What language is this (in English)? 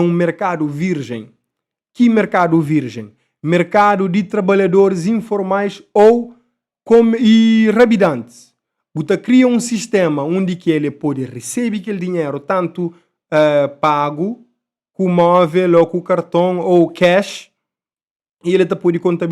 Kabuverdianu